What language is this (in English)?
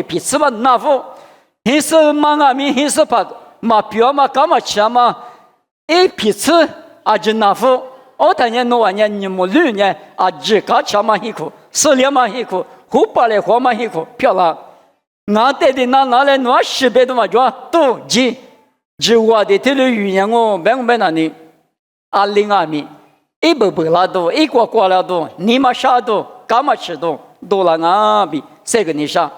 Lisu